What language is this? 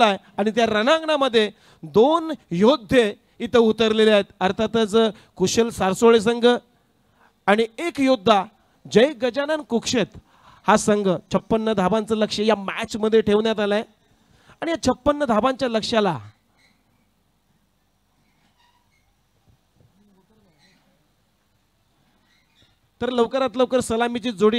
Marathi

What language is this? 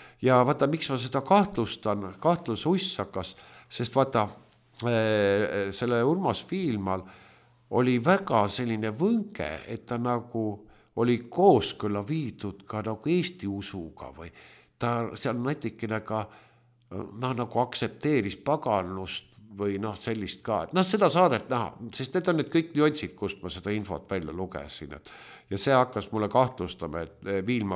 Estonian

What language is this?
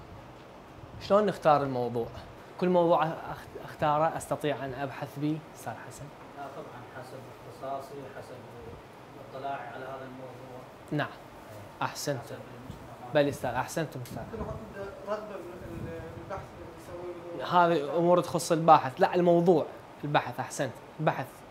Arabic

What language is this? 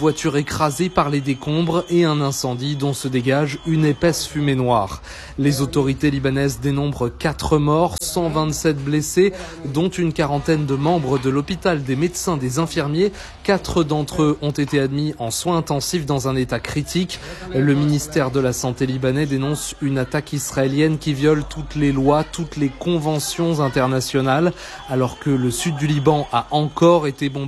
French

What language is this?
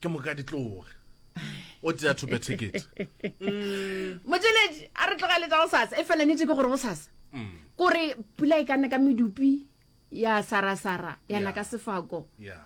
Northern Sotho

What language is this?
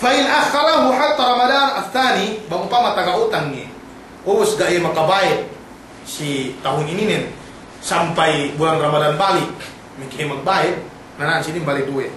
Yakan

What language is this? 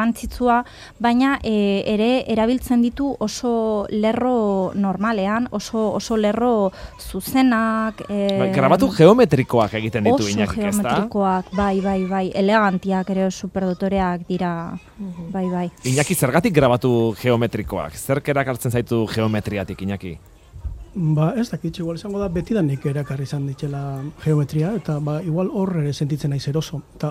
Basque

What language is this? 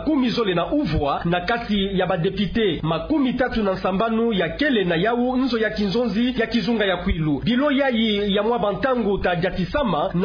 Kituba (Democratic Republic of Congo)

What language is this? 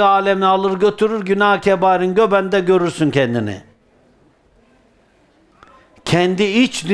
Turkish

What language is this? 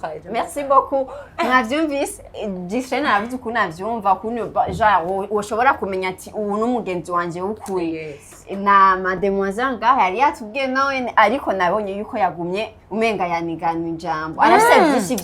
Rundi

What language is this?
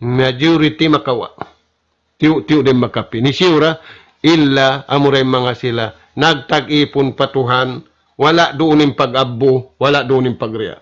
Tausug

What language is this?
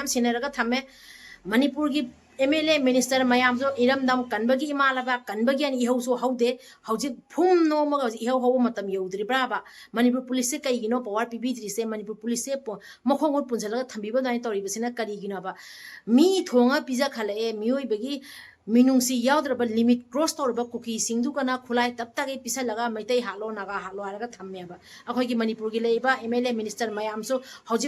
Manipuri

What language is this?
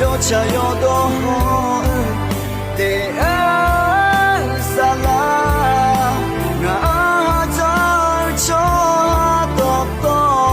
Akha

